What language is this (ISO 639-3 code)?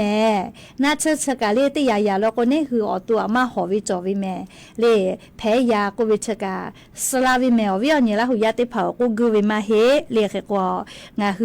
lhu